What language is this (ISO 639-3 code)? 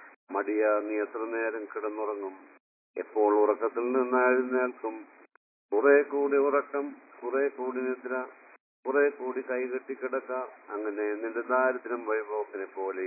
mal